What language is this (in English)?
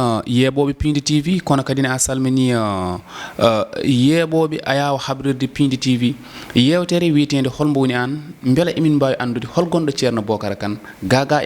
Fula